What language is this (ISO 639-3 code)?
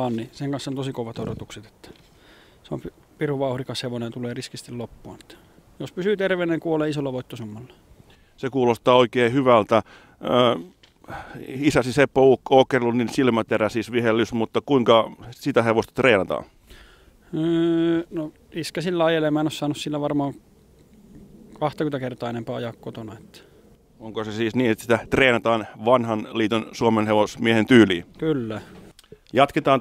fin